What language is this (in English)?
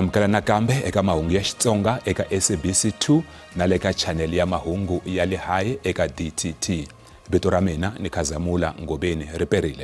Tsonga